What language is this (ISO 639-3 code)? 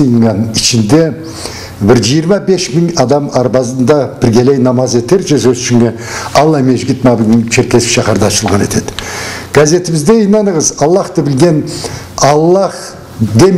krc